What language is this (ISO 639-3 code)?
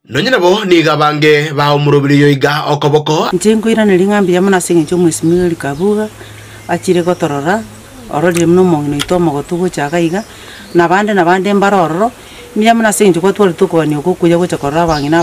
guz